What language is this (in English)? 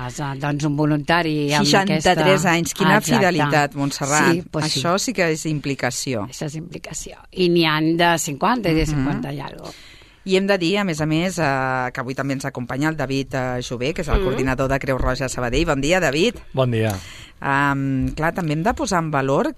Catalan